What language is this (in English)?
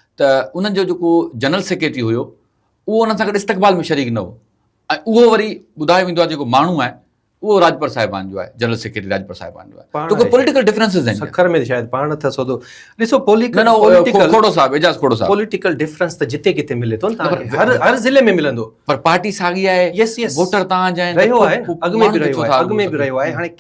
Sindhi